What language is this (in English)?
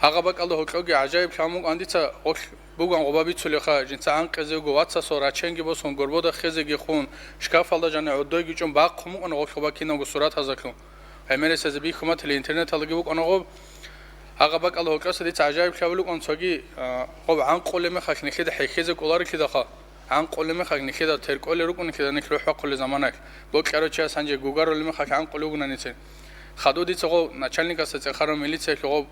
Avaric